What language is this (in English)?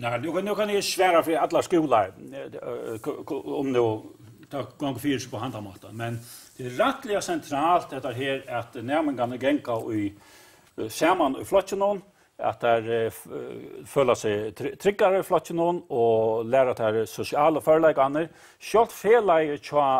Faroese